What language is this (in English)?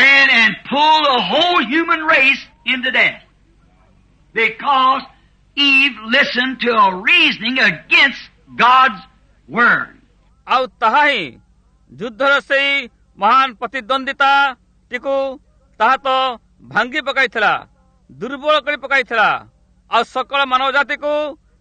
Odia